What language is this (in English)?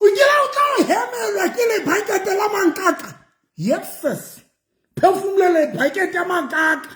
Southern Sotho